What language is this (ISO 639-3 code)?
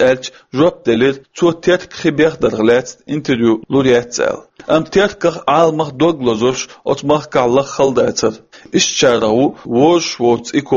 che